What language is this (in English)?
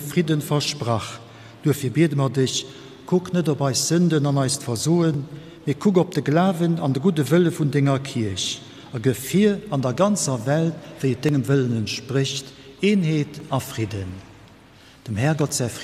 Luxembourgish